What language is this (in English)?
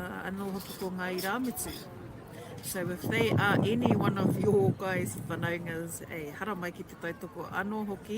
Māori